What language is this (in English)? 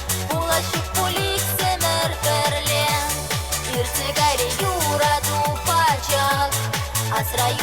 Chuvash